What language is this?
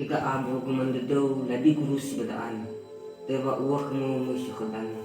Nias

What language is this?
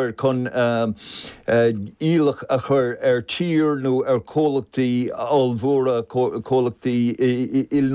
Irish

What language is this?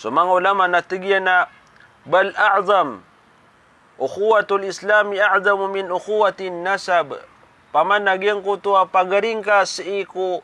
Maranao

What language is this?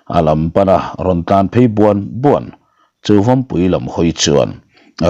Mizo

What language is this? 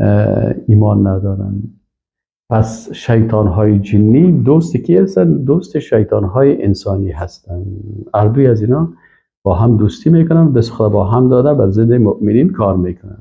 Persian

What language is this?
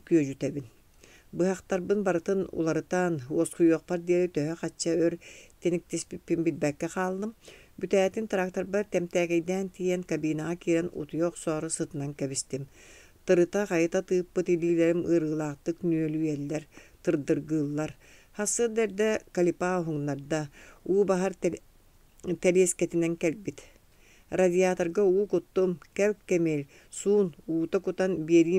Yakut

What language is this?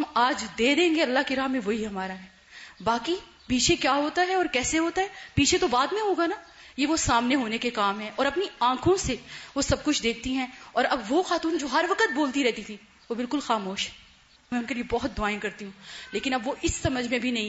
Urdu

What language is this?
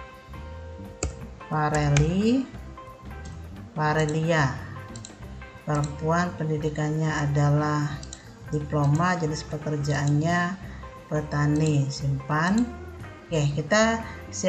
Indonesian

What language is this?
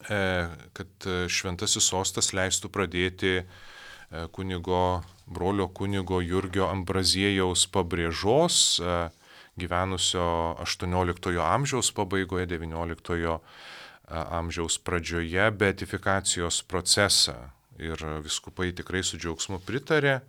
Lithuanian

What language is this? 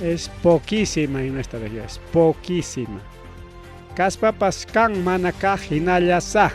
Ayacucho Quechua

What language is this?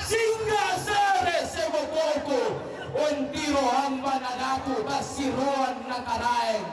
Toraja-Sa'dan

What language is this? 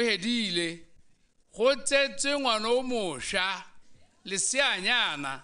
Tswana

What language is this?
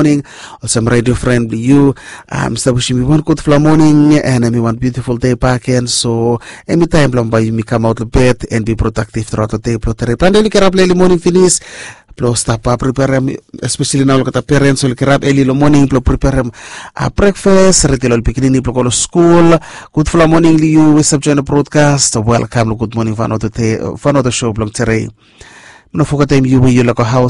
Bislama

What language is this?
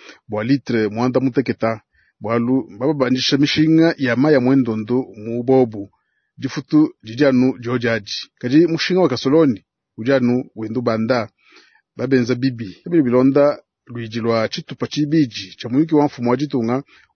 Luba-Lulua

